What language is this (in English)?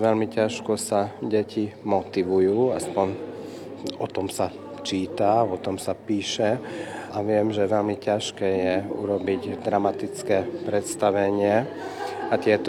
Slovak